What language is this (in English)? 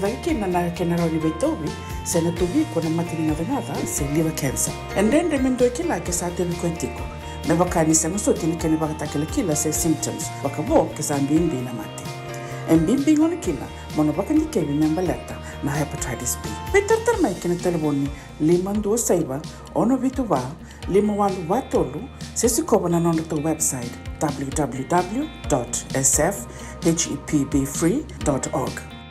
Fijian